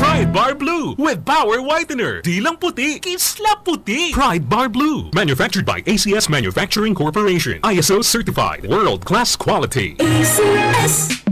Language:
Bikol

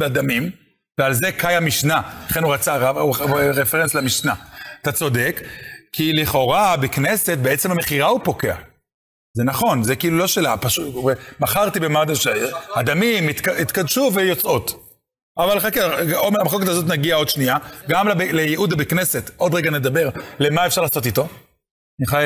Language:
Hebrew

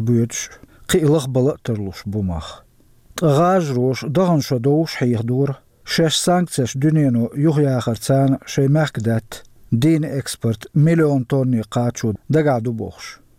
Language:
Chechen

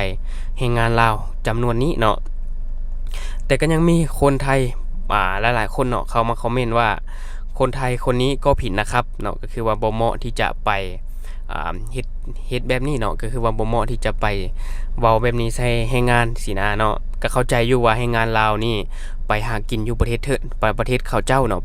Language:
Lao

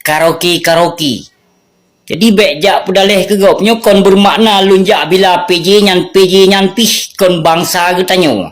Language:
Achinese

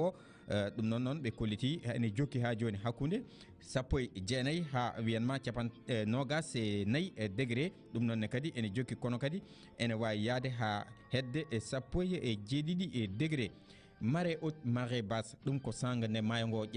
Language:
Fula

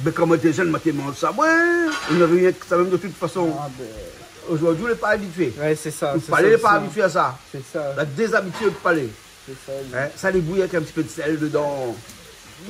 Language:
Réunion Creole French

